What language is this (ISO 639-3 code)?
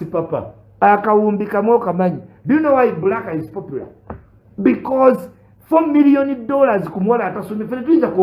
lug